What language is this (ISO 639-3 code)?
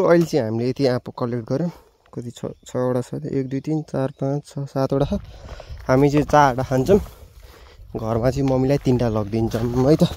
nep